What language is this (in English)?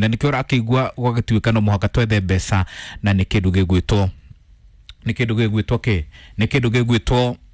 Kikuyu